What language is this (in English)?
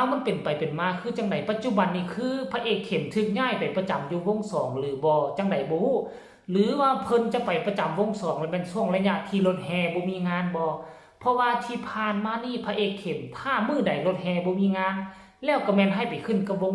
Northeastern Thai